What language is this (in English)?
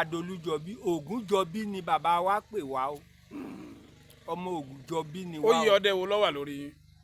Yoruba